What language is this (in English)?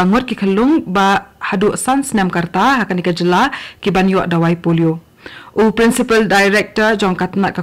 Khasi